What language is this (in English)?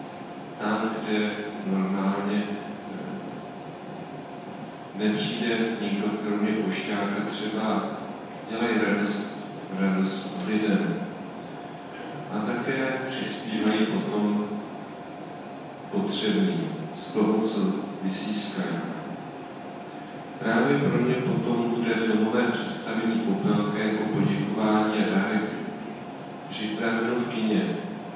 Czech